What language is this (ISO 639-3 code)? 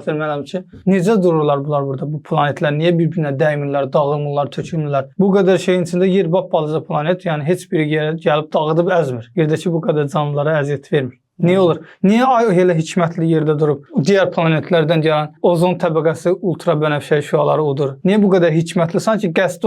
aze